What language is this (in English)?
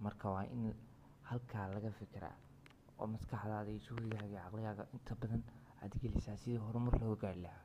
Somali